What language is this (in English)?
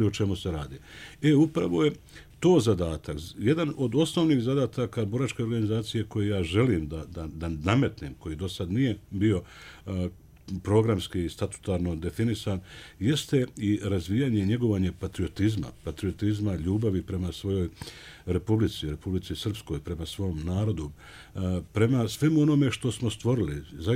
Bosnian